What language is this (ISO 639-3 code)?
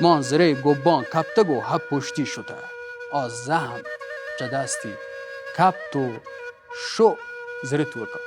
bal